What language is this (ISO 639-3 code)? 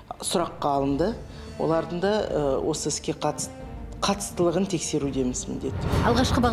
kaz